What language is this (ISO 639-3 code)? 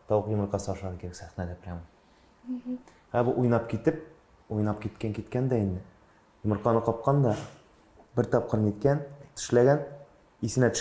tat